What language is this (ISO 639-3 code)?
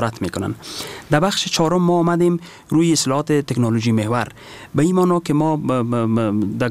fas